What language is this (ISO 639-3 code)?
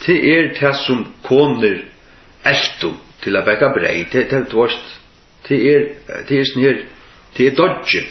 fao